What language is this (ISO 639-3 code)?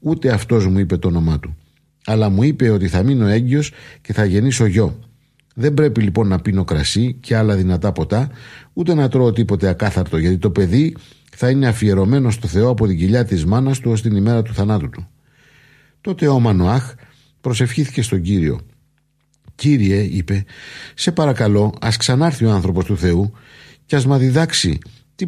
ell